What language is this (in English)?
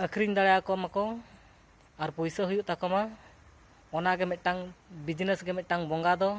Santali